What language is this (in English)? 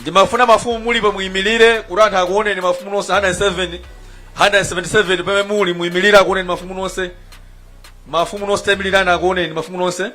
Nyanja